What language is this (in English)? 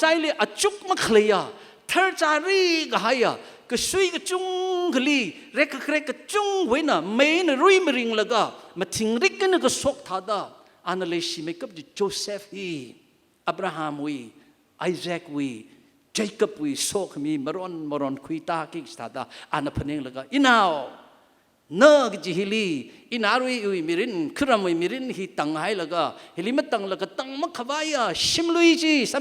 Tangkhul Naga (India)